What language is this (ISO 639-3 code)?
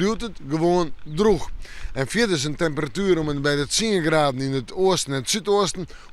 fry